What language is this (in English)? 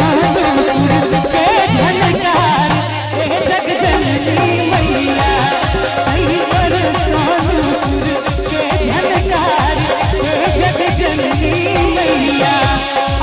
Maithili